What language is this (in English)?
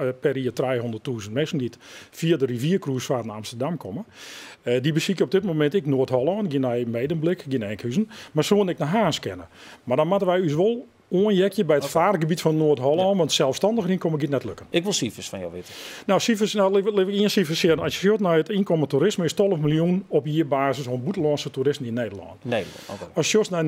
Western Frisian